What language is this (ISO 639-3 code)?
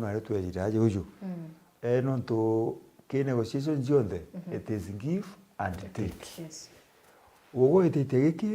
mer